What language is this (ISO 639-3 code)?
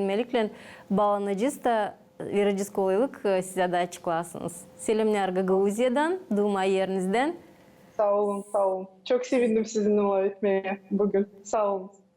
gag